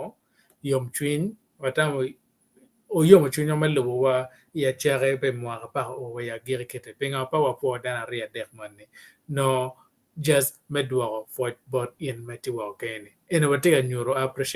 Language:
Acoli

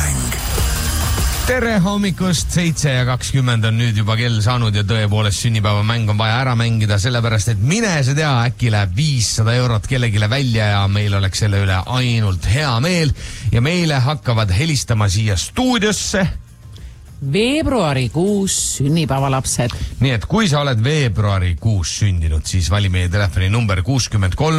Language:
Estonian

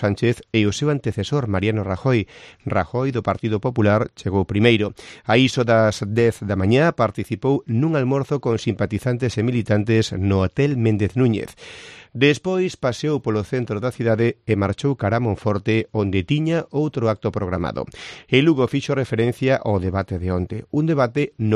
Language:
Galician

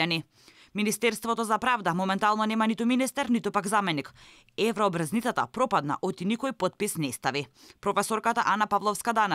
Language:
Macedonian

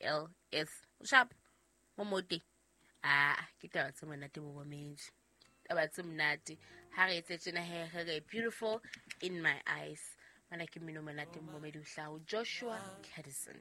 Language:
Southern Sotho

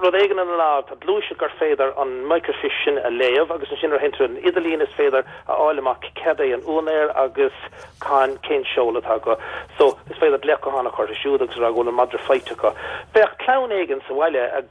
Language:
Irish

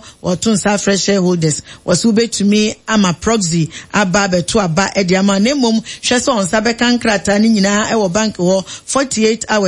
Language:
Akan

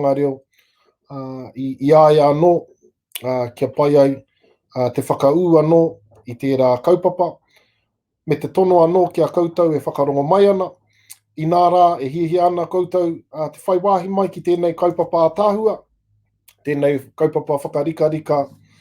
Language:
Māori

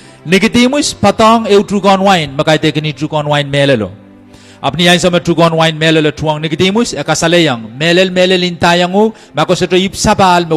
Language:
Pohnpeian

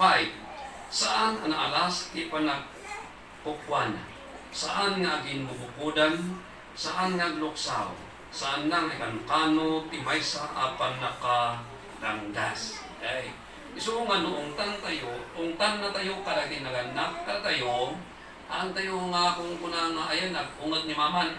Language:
Iloko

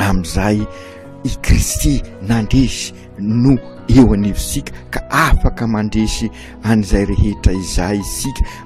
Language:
Malagasy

